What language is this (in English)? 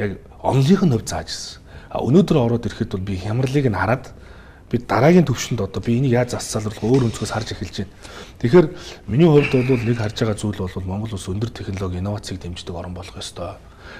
Mongolian